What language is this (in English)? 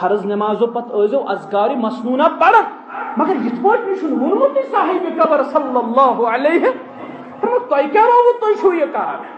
Kashmiri